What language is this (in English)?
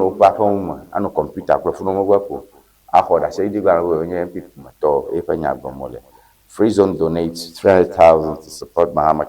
Ewe